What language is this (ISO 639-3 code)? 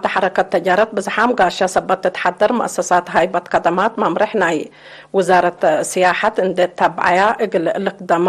tig